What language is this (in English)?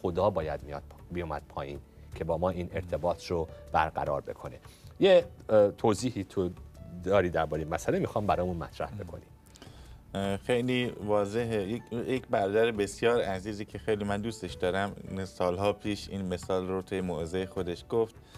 Persian